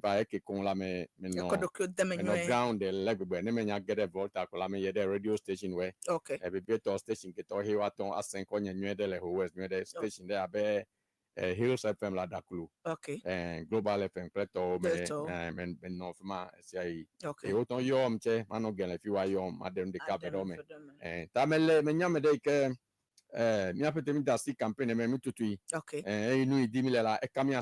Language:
Ewe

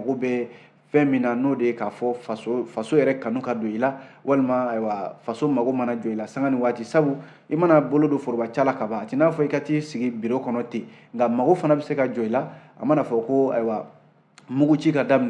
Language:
Bambara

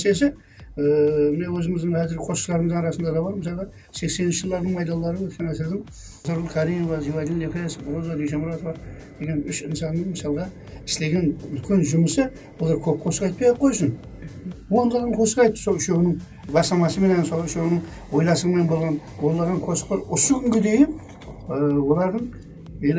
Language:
Kara-Kalpak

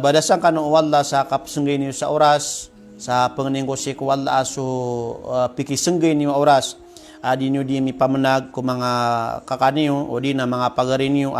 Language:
Maranao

